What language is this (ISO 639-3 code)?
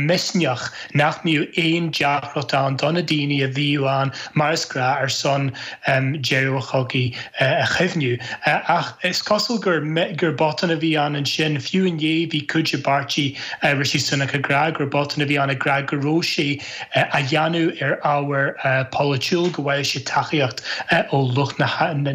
gle